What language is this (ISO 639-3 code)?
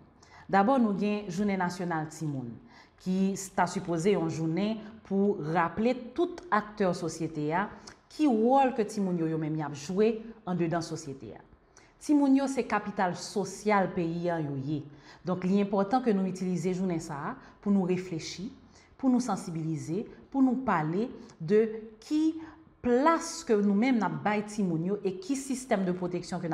hat